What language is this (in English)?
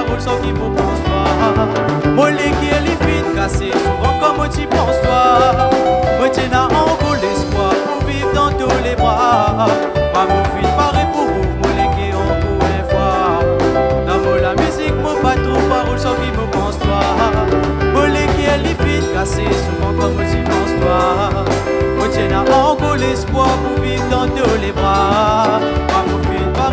Réunion Creole French